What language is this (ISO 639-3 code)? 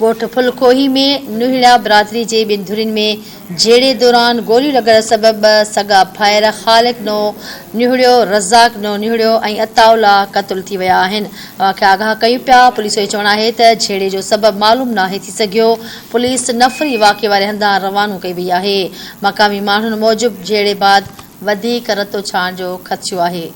snd